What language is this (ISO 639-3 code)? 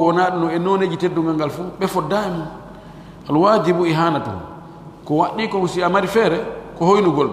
fuf